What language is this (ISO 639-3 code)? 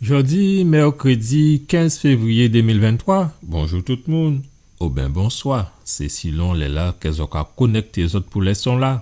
gcf